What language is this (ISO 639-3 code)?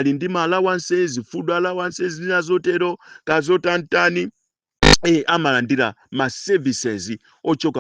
nya